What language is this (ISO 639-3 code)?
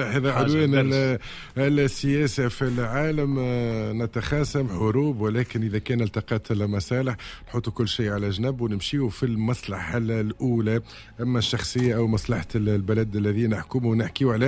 aeb